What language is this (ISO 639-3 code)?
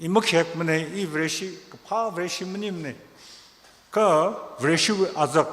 nmf